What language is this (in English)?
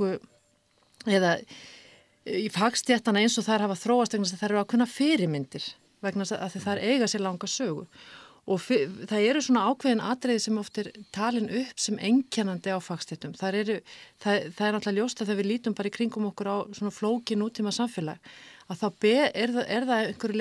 Icelandic